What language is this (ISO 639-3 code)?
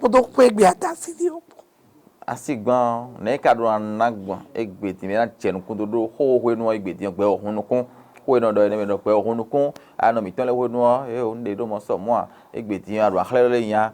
fon